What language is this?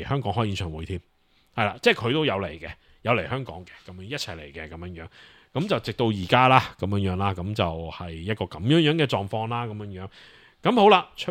Cantonese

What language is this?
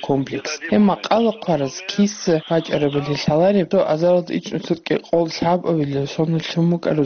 Avaric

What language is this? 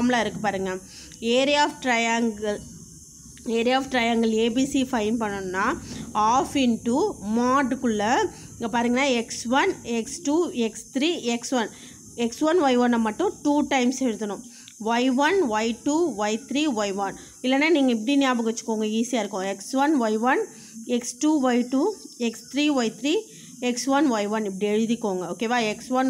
Tamil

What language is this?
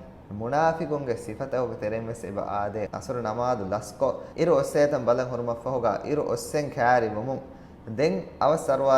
Divehi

